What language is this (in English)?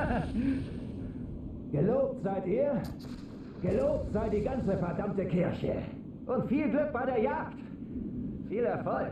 Bavarian